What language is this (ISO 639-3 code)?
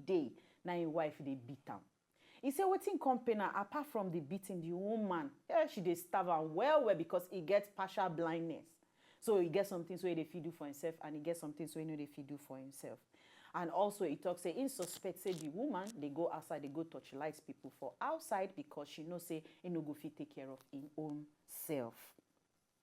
pcm